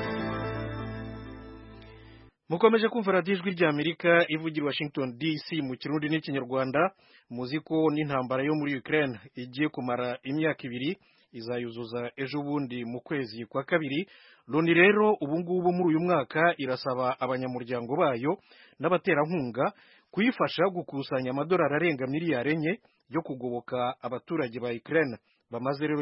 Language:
Kinyarwanda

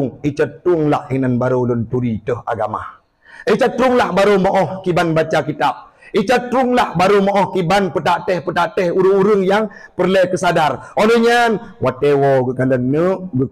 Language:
Achinese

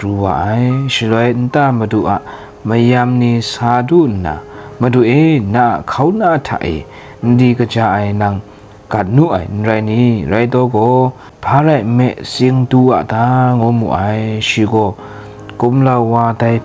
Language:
Kachin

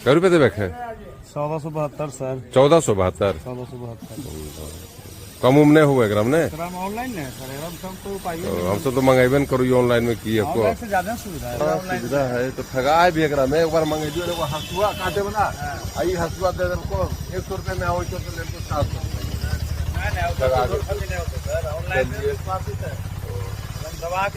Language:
Magahi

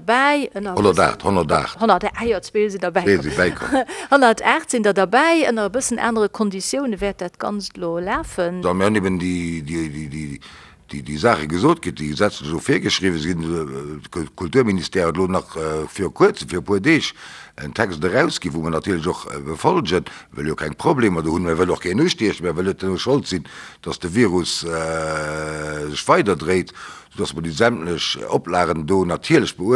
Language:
Luxembourgish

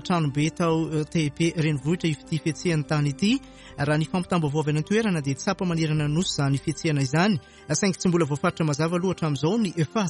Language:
Malagasy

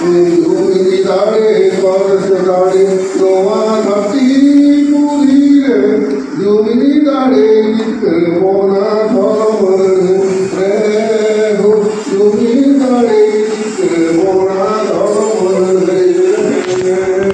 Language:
Santali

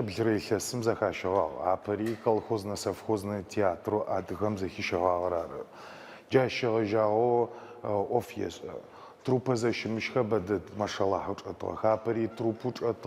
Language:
Adyghe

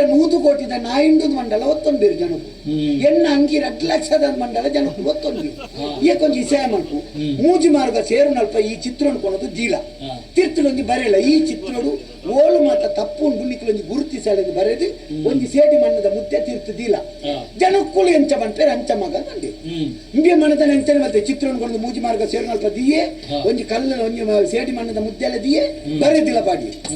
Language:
Tulu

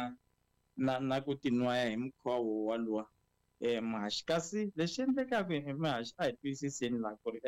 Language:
Tsonga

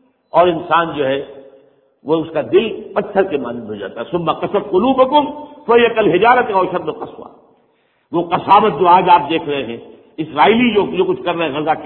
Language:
Urdu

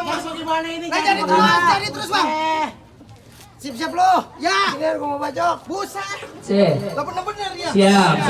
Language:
Betawi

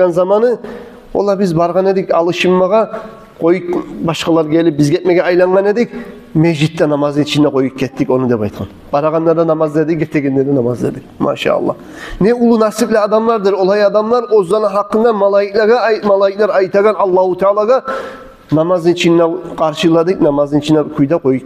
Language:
Kumyk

